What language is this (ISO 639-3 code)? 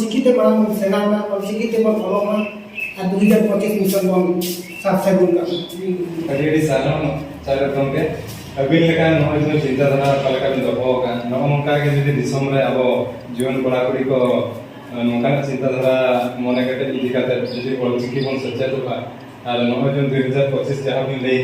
sat